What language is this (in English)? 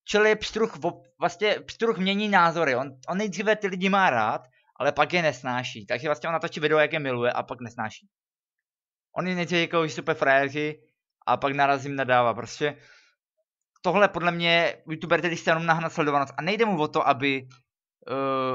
Czech